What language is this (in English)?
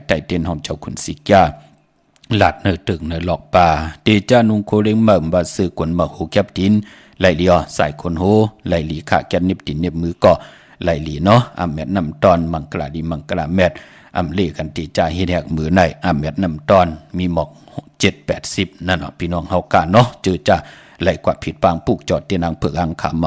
Shan